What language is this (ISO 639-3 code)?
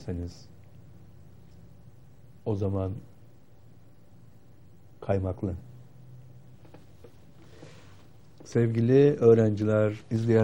tur